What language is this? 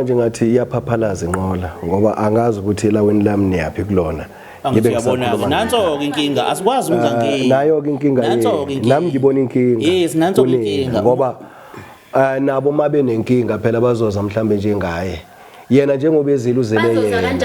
Zulu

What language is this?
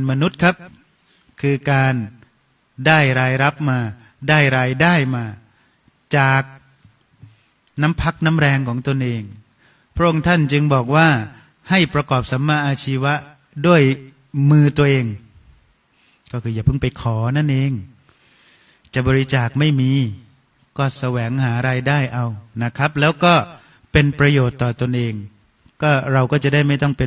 Thai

